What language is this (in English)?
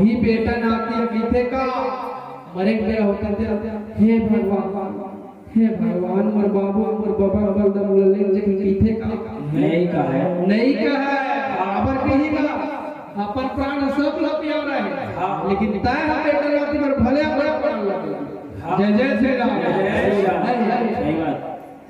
Chhattisgarhi